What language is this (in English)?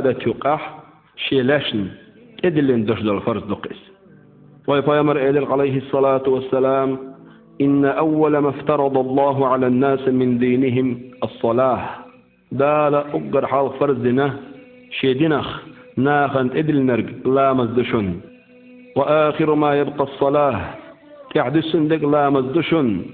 Chechen